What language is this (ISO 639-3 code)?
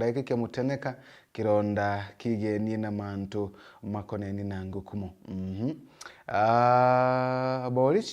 mer